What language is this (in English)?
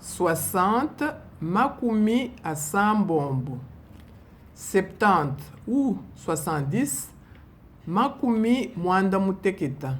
Luba-Lulua